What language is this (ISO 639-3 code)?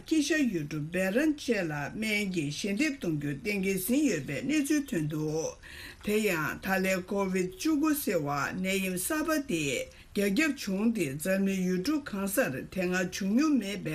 bod